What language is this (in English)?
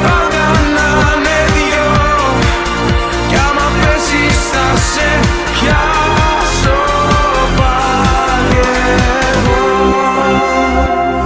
Greek